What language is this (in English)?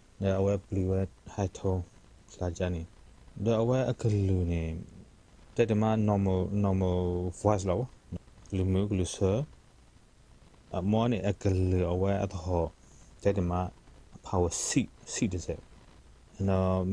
S'gaw Karen